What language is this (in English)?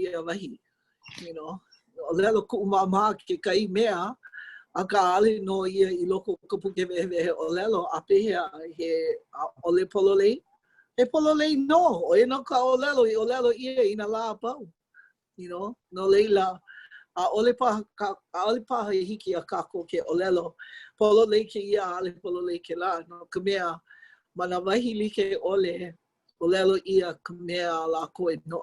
Hawaiian